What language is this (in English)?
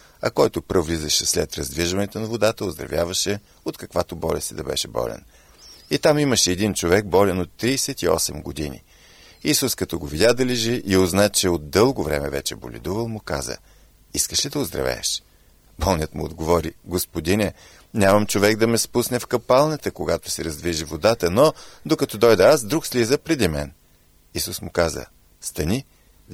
Bulgarian